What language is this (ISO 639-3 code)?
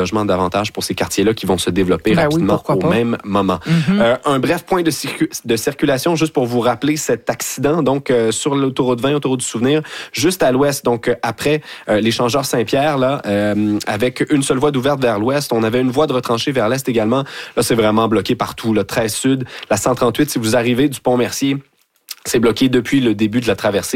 fra